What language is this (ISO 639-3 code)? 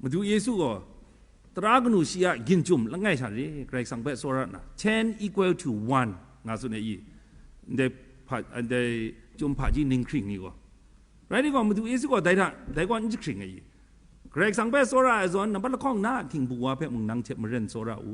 kac